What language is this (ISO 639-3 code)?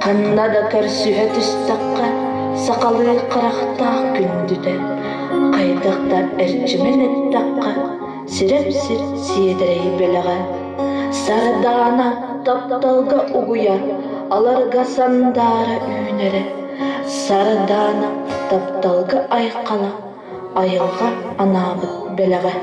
sah